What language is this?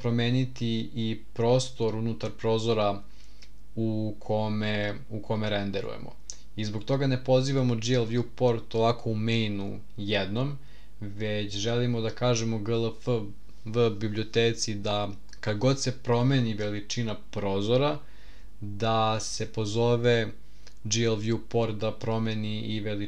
Serbian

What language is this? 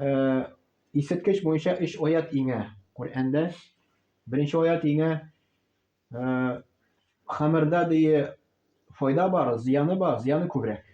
Tatar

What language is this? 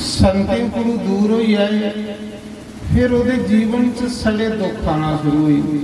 Dogri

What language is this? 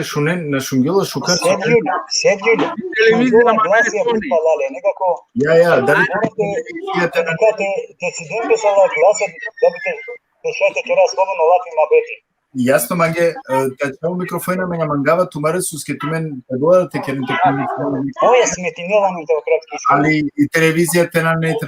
Balkan Romani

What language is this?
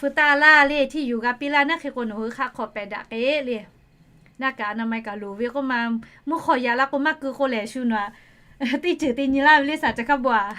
Lahu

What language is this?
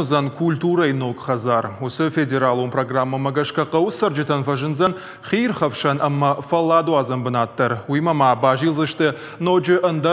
Ossetic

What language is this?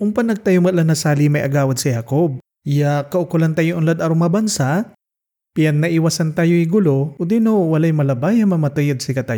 Pangasinan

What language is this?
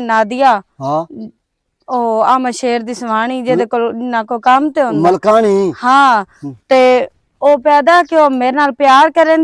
Western Panjabi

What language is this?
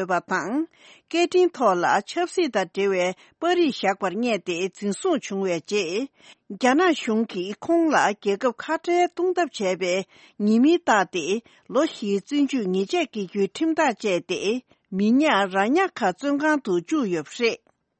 Tibetan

